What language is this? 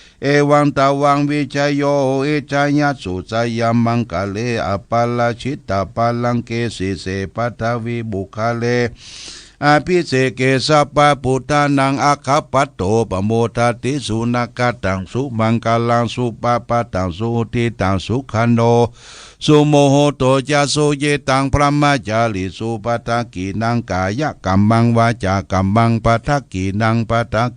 Pali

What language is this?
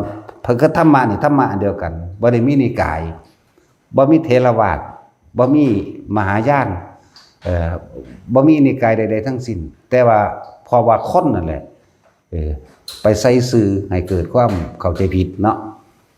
Lao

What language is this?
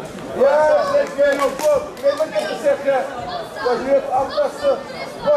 Dutch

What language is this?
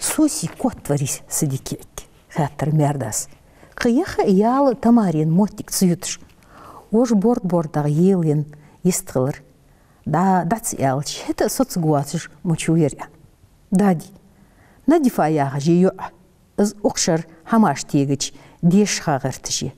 Ingush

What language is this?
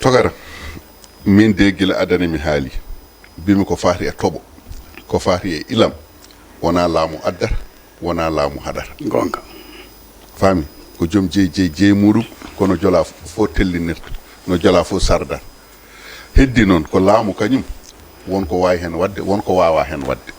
Fula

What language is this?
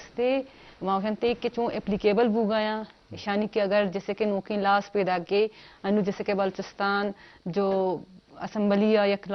Eastern Balochi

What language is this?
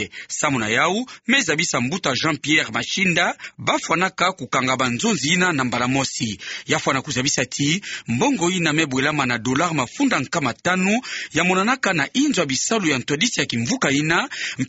Kituba (Democratic Republic of Congo)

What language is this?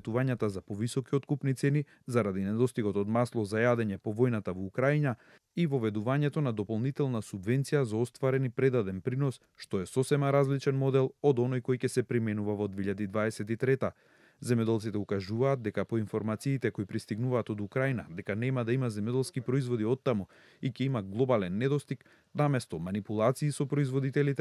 Macedonian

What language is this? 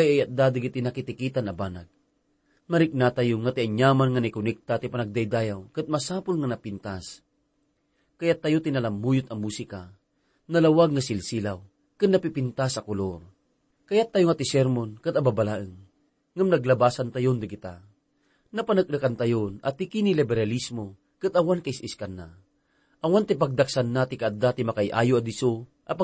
Iloko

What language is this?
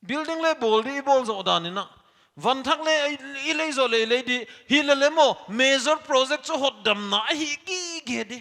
Paite Chin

